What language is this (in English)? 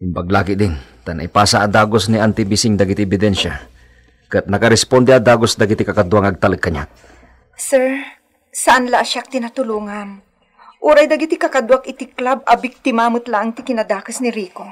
Iloko